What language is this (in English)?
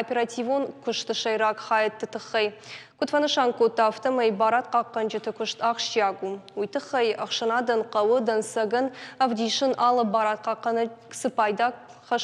Ossetic